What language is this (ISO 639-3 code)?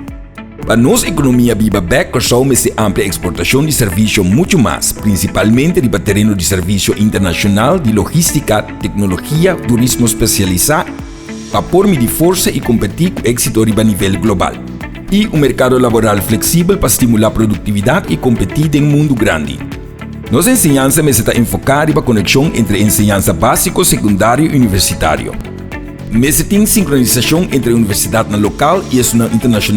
pap